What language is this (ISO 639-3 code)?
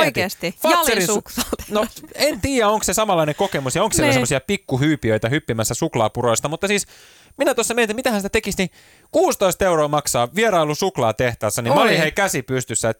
fin